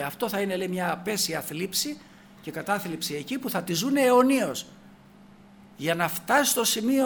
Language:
Greek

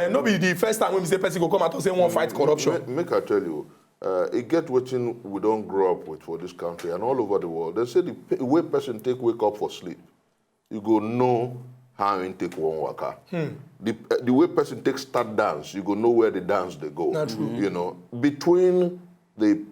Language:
Nigerian Pidgin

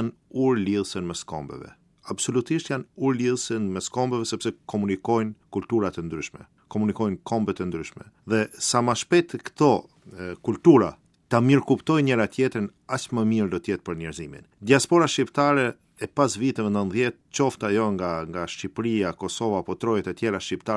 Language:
Albanian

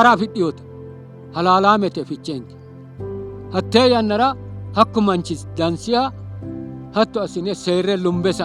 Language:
Sidamo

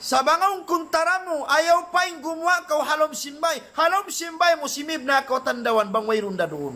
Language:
Tausug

